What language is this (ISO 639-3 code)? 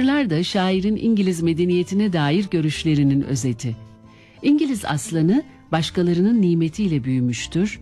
tur